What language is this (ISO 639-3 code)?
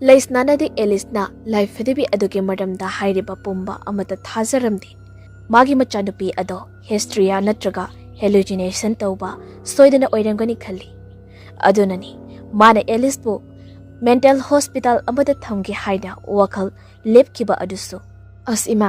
mni